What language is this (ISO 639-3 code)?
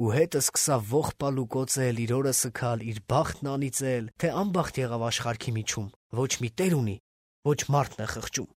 hye